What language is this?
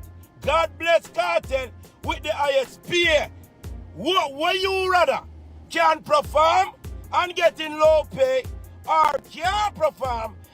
Jamaican Creole English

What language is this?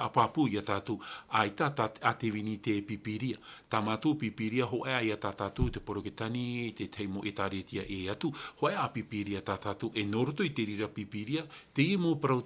Tahitian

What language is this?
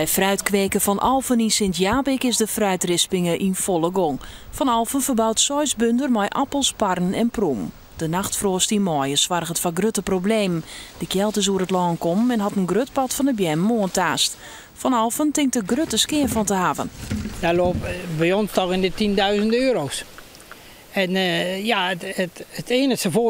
Western Frisian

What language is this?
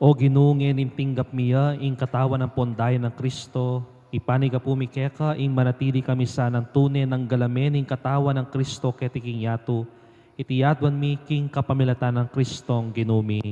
Pampanga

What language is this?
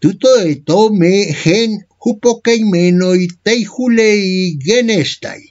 Ancient Greek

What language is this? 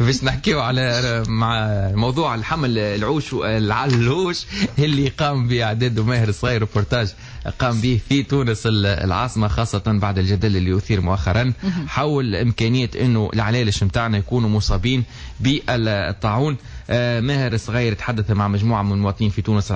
Tunisian Arabic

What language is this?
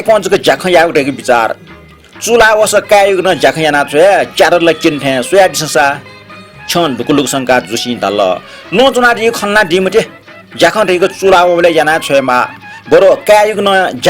Newari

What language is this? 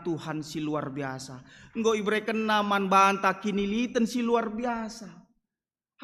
Batak Karo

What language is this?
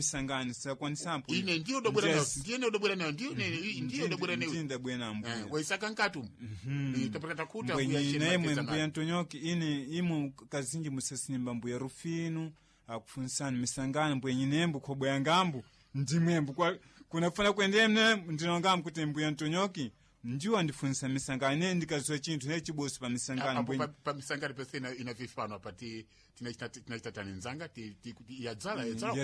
Sena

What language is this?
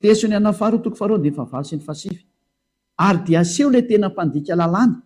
Malagasy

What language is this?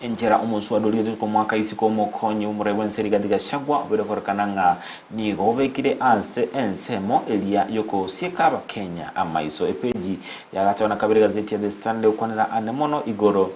Gusii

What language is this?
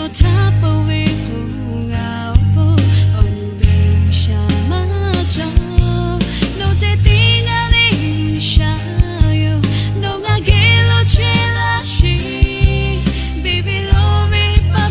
Lahu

